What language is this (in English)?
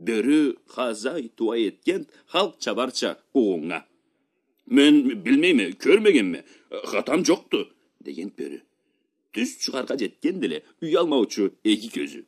Karachay-Balkar